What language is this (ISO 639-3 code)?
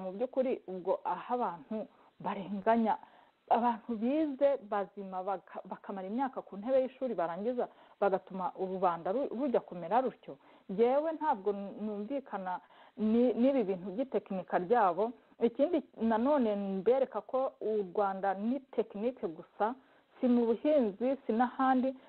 kin